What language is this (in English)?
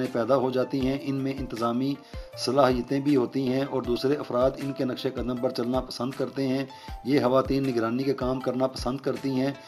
Urdu